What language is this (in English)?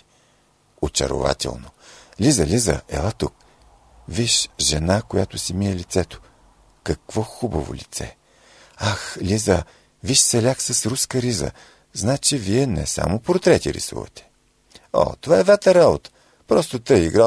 Bulgarian